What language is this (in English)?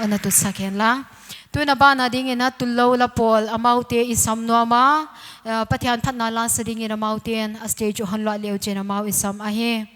Paite Chin